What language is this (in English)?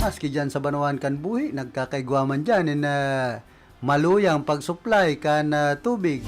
Bikol